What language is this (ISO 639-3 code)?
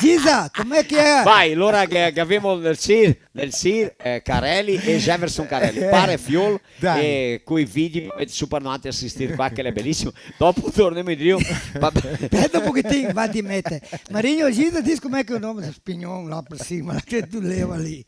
vec